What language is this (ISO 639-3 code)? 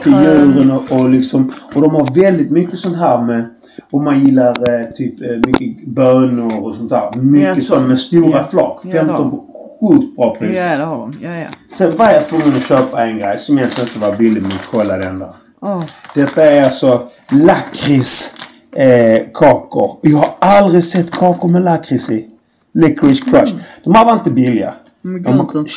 swe